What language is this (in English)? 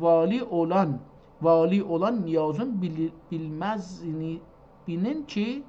South Azerbaijani